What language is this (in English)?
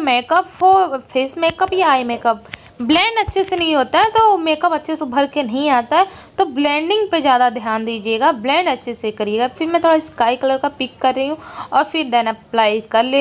Hindi